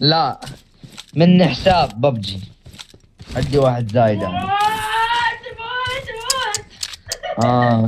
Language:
Mesopotamian Arabic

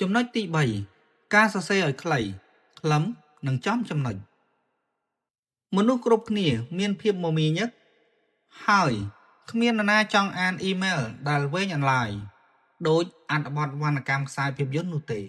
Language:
Khmer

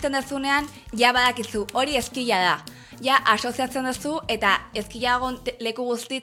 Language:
Basque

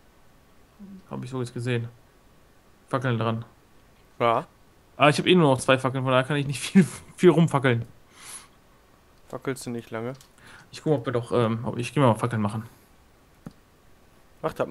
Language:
German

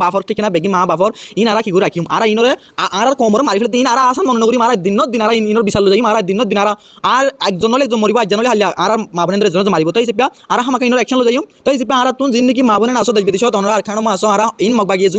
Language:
Rohingya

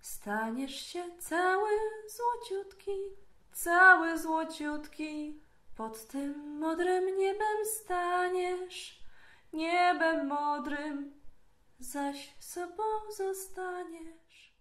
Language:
Silesian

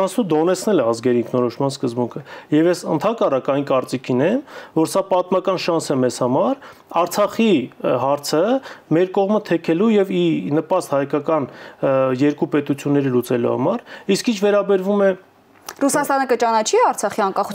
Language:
Armenian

